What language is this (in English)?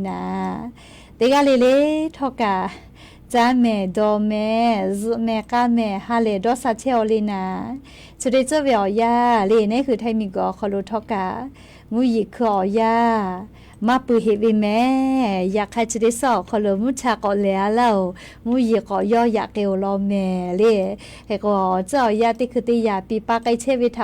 Lahu